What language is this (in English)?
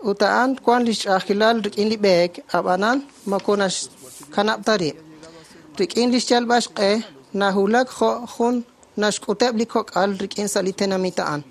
Kekchí